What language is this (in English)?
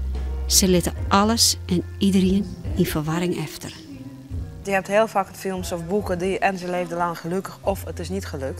Western Frisian